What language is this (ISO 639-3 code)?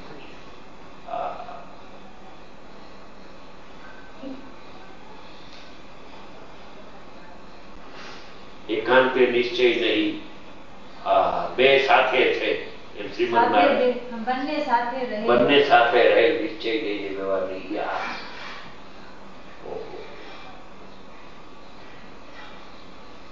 guj